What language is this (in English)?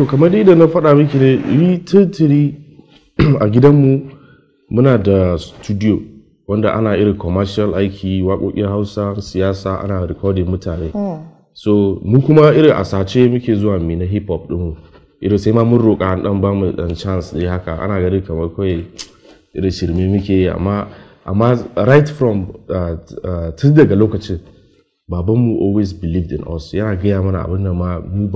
Hausa